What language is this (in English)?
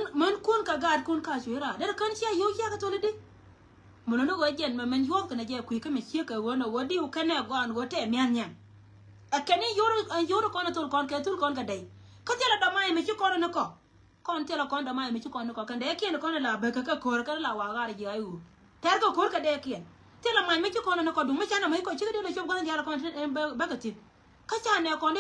Nuer